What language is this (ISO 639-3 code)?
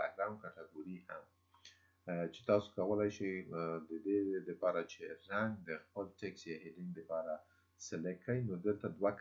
pus